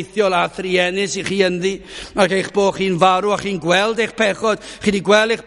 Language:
Welsh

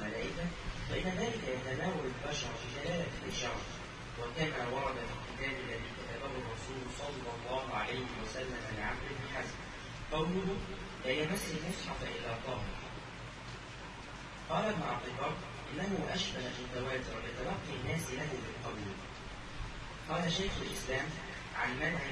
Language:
Arabic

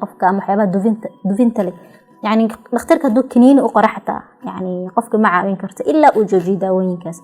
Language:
Somali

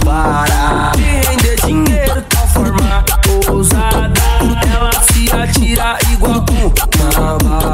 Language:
Portuguese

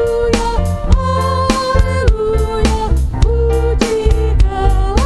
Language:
Batak Karo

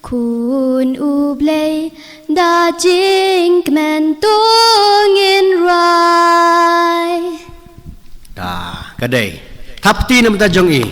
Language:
Khasi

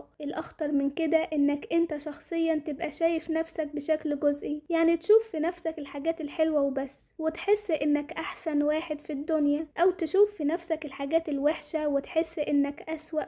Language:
Egyptian Arabic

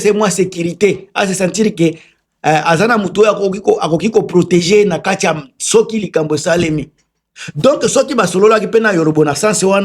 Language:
Lingala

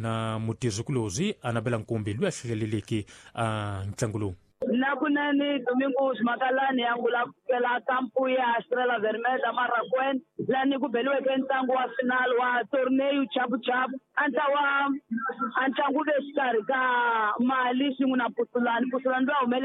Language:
Tsonga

